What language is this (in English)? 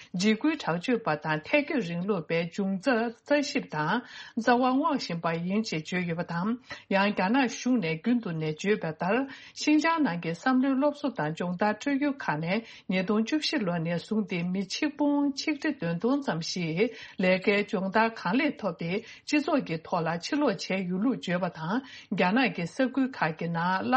Tibetan